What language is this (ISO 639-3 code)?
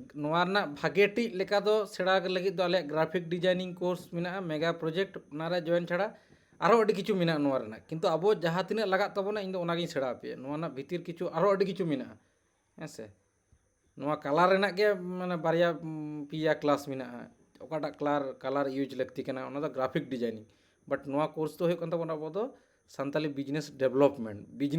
sat